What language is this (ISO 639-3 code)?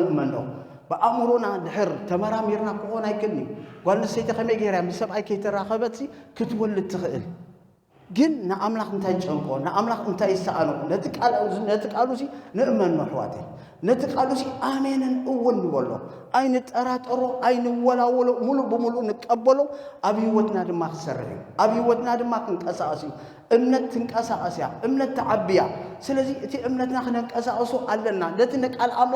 tir